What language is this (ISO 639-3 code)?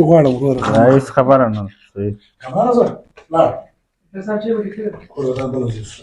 pus